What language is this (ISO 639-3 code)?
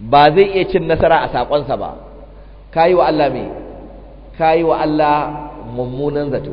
hau